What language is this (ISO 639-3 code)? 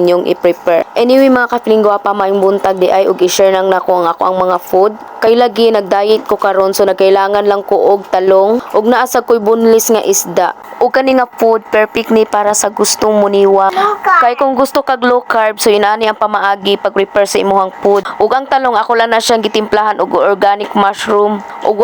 ceb